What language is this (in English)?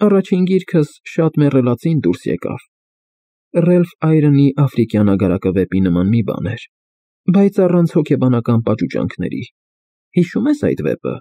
Armenian